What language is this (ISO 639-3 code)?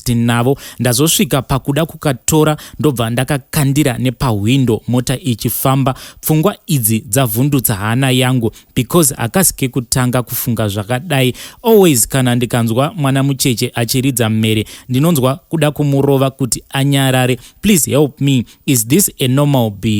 sna